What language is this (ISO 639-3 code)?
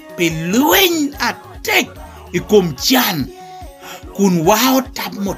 laj